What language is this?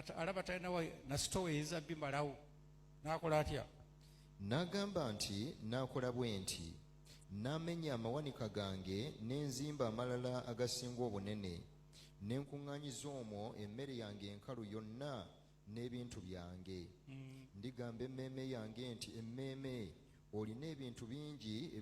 Ganda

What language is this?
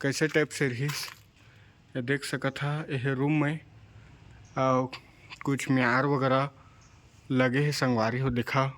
Chhattisgarhi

